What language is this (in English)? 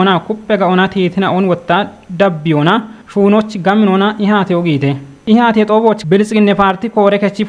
Kafa